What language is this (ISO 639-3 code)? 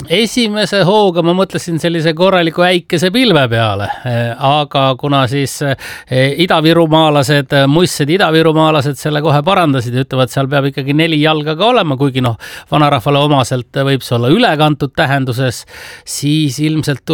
est